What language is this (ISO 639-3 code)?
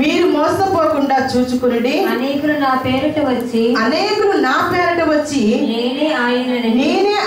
tel